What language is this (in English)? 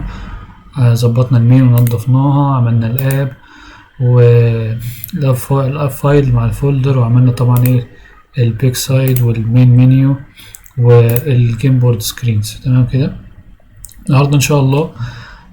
Egyptian Arabic